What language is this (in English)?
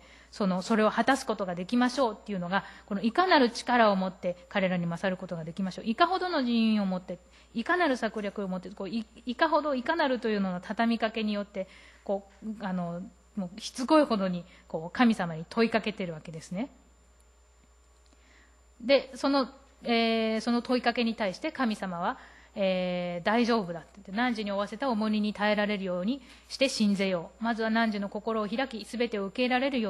Japanese